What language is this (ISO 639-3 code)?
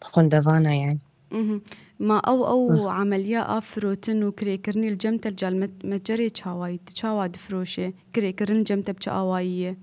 kur